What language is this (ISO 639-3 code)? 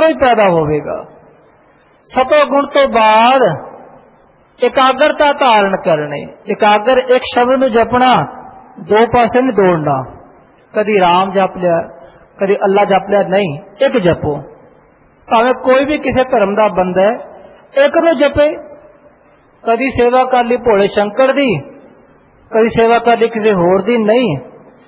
pan